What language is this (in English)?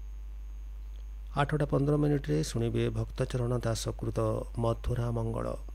Odia